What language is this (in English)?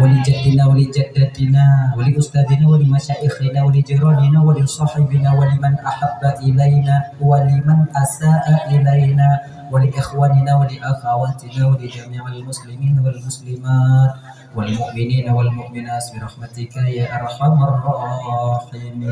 Achinese